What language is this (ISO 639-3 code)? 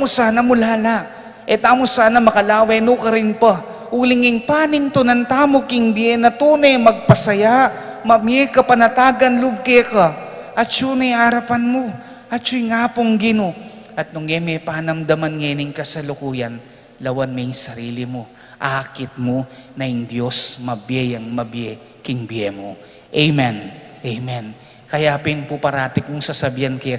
pam